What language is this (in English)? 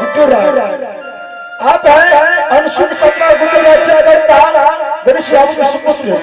Angika